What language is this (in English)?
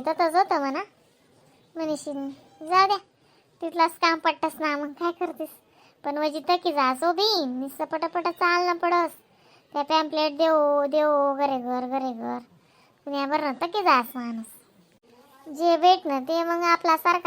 Khandesi